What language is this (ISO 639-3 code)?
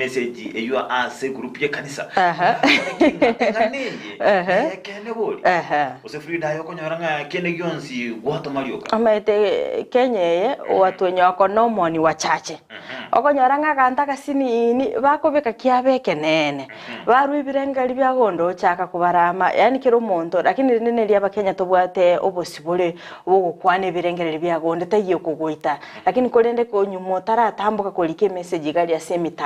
guz